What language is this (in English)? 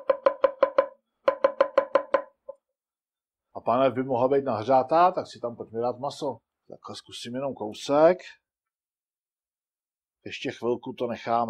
Czech